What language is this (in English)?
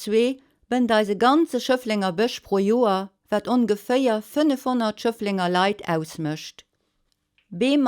Luxembourgish